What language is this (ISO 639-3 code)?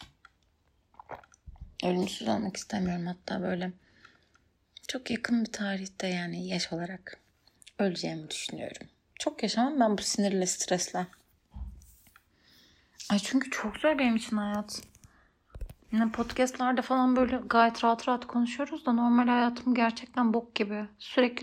tur